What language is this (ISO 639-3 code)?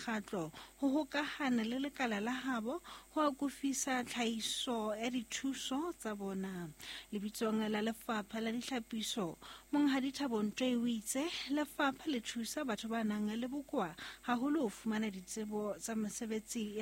sot